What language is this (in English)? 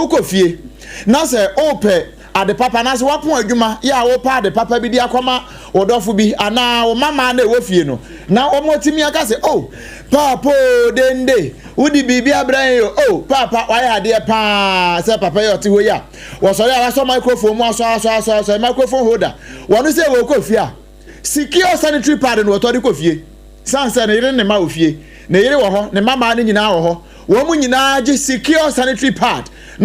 Akan